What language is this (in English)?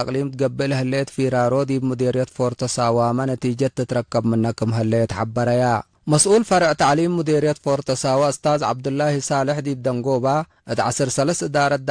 Tigre